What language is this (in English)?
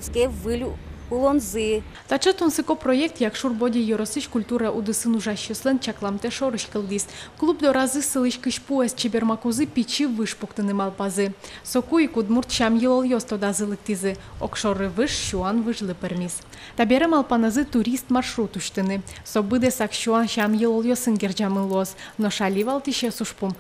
Udmurt